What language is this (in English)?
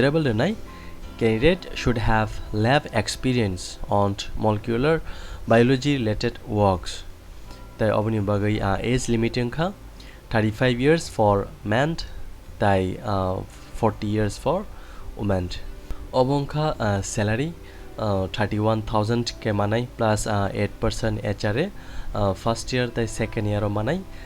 Kok Borok